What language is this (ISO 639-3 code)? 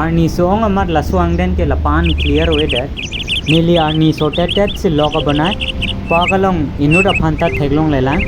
mjw